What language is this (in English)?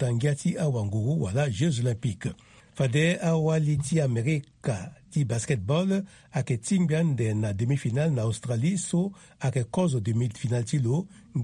Sango